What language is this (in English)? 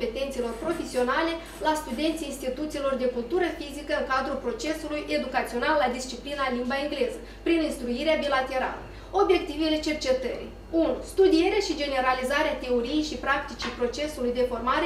Romanian